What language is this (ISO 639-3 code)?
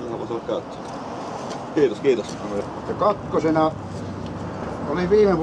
fin